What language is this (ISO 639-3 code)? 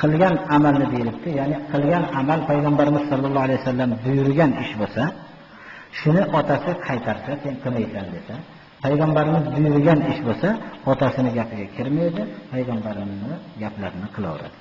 uzb